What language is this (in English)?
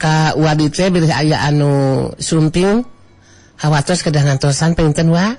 Sundanese